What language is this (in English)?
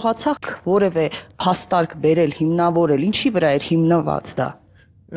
Armenian